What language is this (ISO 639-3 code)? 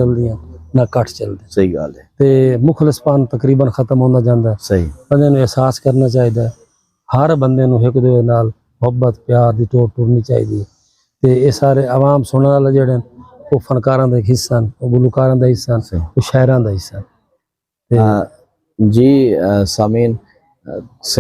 skr